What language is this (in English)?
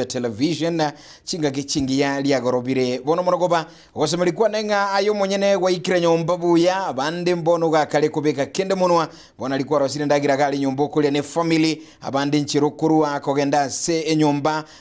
Gusii